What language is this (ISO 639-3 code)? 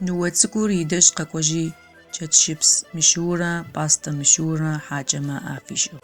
ady